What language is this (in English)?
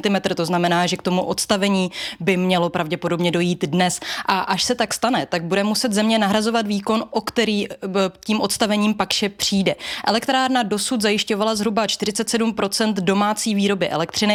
Czech